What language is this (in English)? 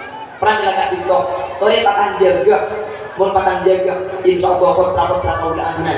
Madurese